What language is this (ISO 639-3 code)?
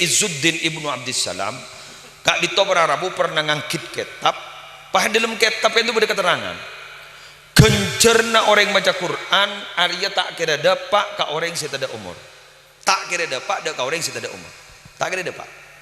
mad